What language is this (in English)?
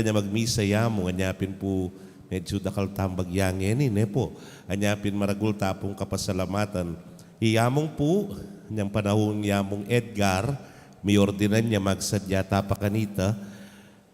Pampanga